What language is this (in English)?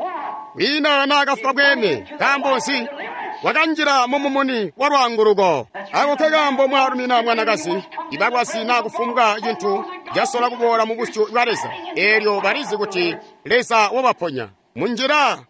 Tonga (Zambia)